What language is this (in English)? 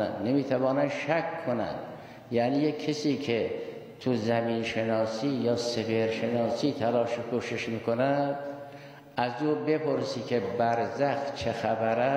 Persian